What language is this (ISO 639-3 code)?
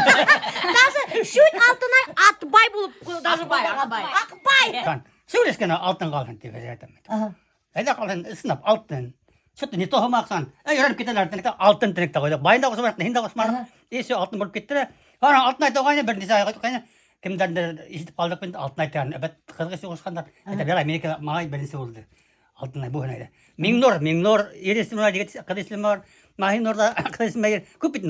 bak